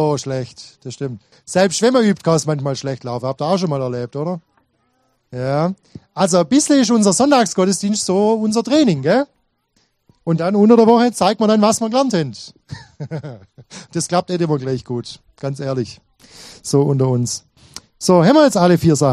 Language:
German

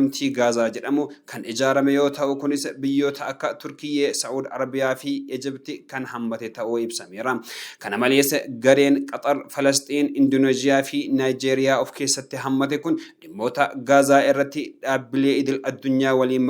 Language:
Oromo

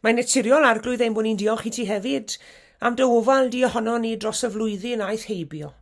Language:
Welsh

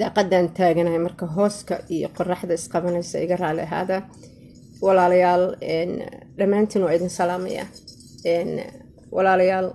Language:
Somali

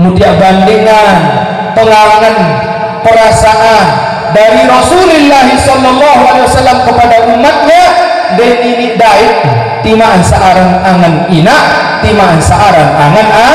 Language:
Sasak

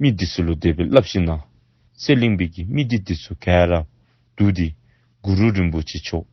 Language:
Dzongkha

